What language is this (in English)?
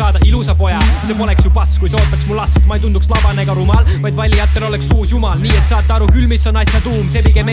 Estonian